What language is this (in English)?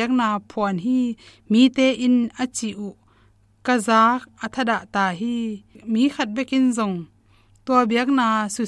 Tedim Chin